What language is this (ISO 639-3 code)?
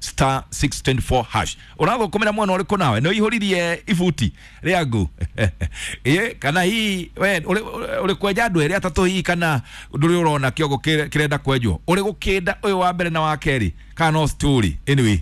kik